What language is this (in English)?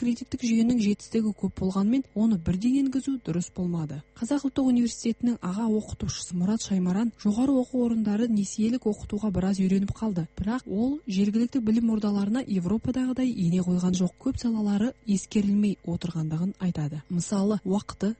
Kazakh